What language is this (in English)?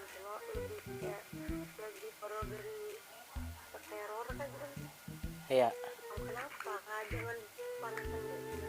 Banjar